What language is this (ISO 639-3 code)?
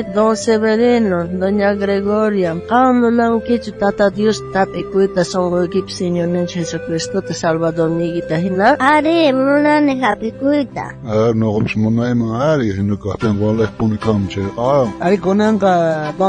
quh